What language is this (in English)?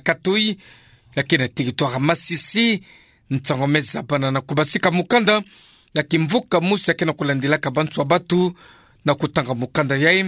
Kituba (Democratic Republic of Congo)